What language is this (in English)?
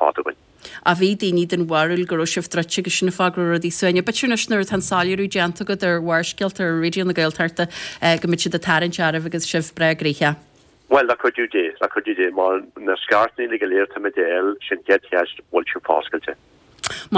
Irish